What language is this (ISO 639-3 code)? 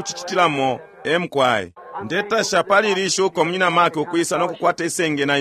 bem